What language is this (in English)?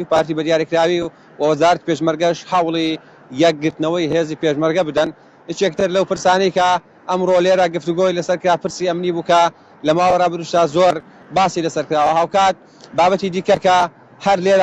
Central Kurdish